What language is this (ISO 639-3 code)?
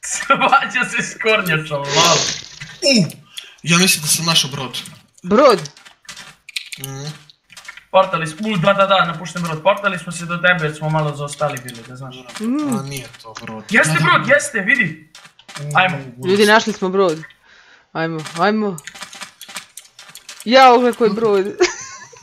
hrv